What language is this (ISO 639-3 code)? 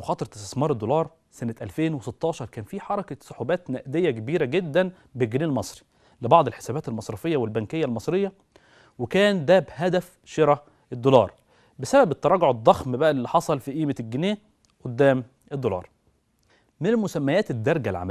arz